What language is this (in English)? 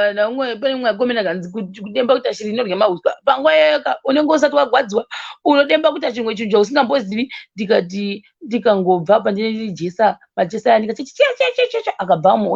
Shona